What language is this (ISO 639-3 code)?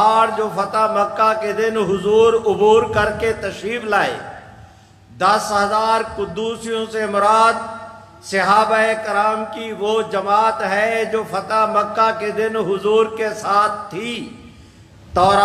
urd